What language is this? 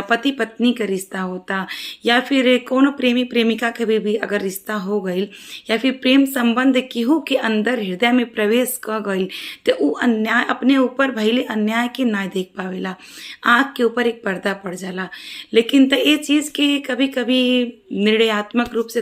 Bhojpuri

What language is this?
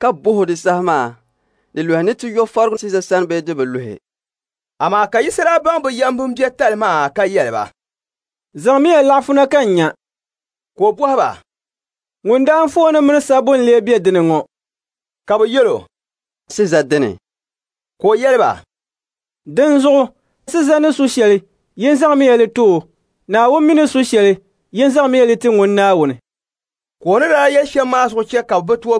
Dagbani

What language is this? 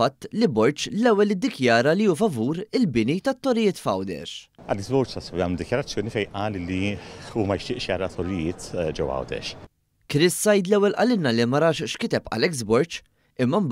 Maltese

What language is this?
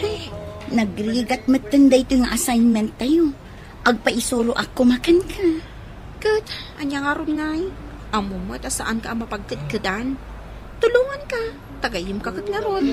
Iloko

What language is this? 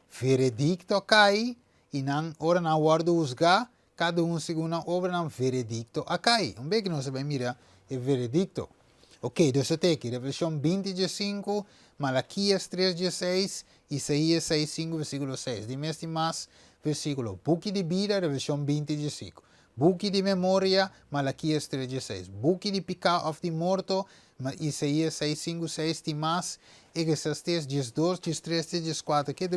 Papiamento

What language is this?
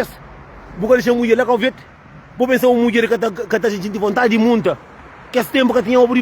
Kabuverdianu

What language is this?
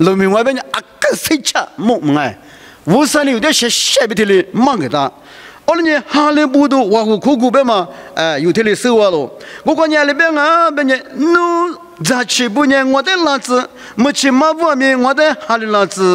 Lisu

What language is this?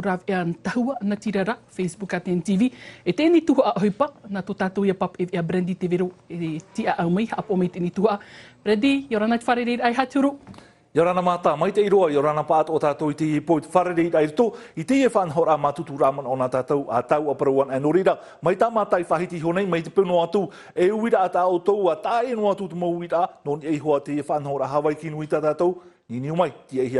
Tahitian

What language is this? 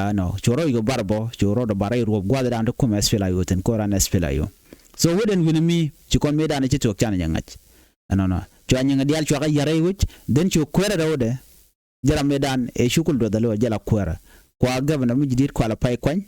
Nuer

